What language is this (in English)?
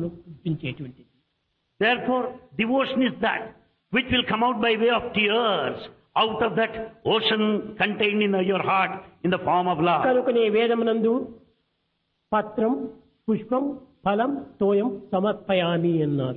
Telugu